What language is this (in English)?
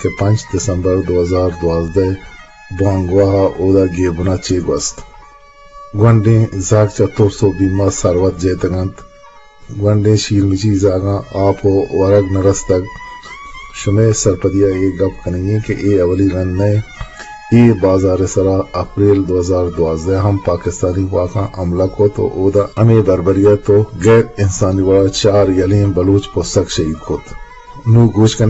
Eastern Balochi